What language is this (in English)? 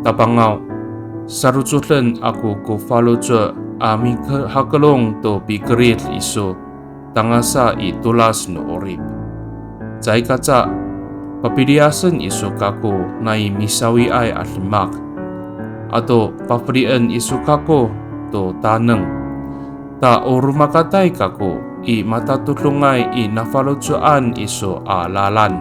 Amis